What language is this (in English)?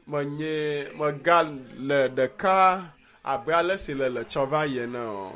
Ewe